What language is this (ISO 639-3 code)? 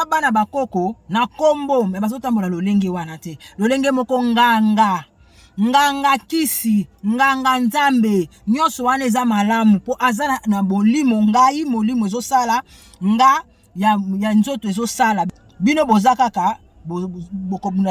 lin